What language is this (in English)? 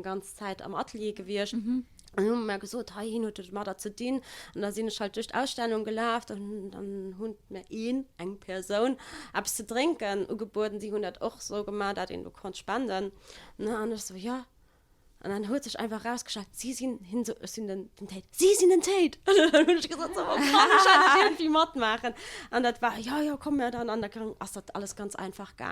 Luxembourgish